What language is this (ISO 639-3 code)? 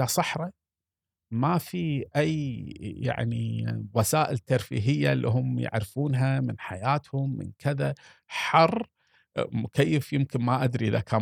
afb